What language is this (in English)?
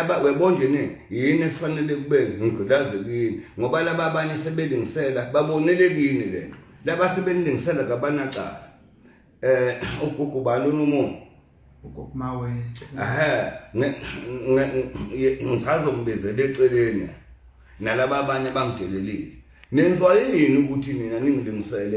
Zulu